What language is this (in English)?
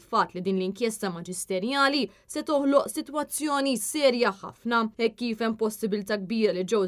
Maltese